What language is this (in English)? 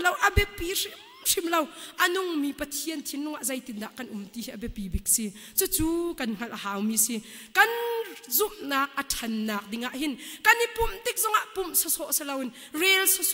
Hakha Chin